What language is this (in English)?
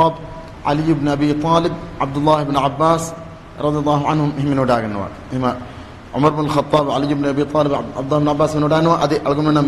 Divehi